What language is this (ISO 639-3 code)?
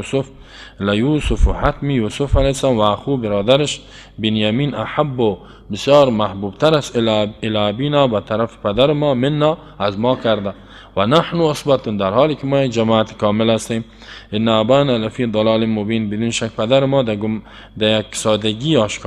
fas